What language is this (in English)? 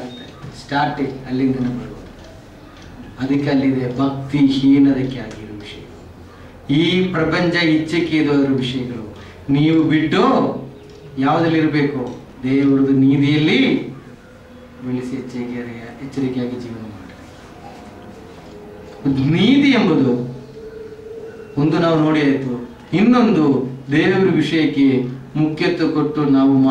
Kannada